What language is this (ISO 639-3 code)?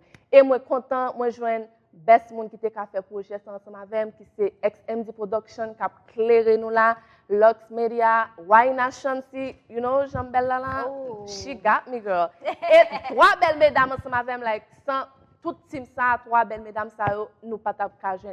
hat